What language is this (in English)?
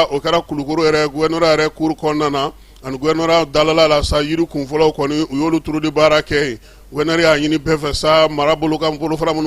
Bambara